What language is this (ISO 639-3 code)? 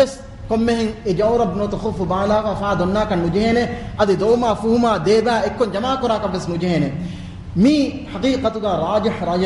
div